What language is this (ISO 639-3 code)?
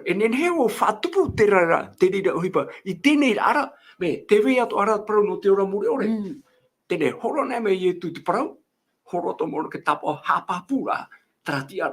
tah